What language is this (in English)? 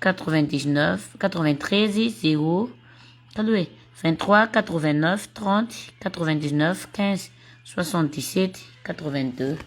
Malagasy